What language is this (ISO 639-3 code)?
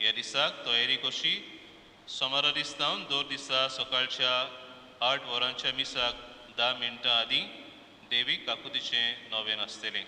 kok